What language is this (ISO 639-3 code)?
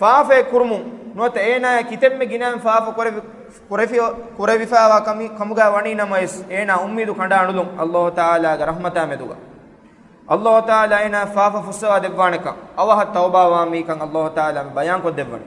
div